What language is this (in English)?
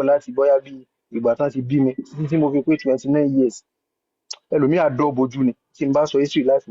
Yoruba